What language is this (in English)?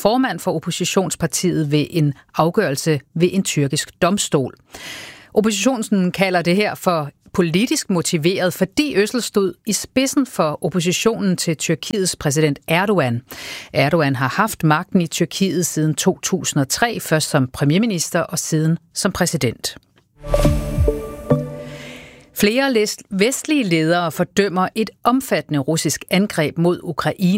Danish